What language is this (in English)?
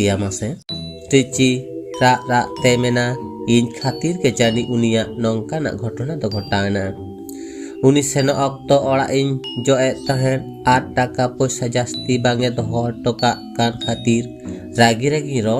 Santali